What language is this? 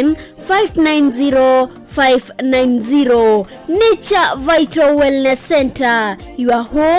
Kamba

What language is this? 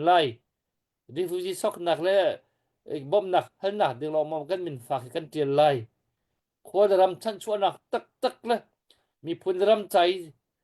Hakha Chin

